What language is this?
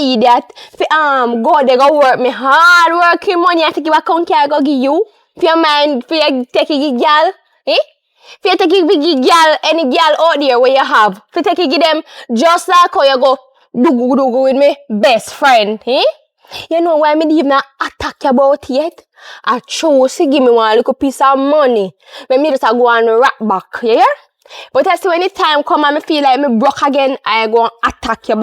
Jamaican Creole English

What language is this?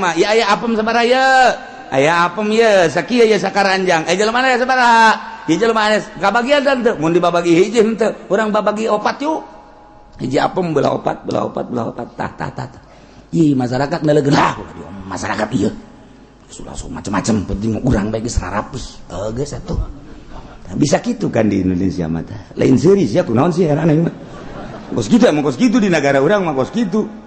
Sundanese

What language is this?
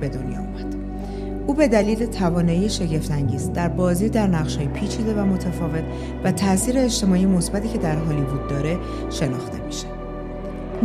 Persian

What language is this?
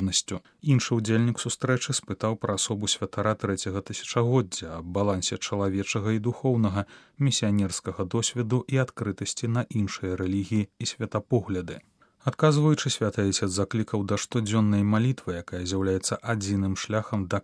Belarusian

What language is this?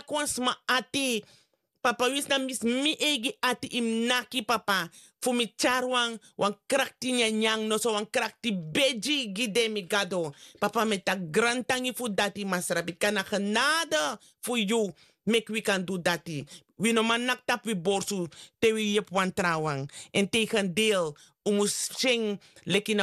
Sranan Tongo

